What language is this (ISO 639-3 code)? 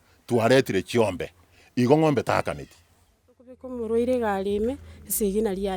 guz